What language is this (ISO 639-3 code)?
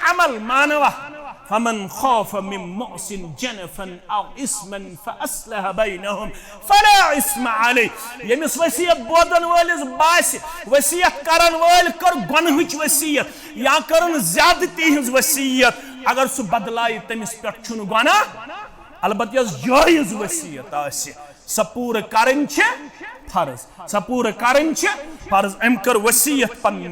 kas